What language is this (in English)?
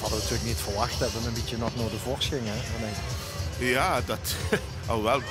Limburgish